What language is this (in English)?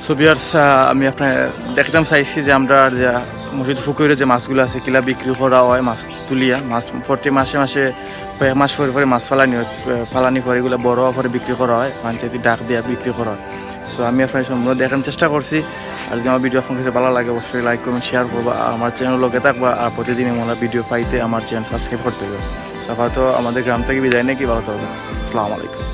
Sylheti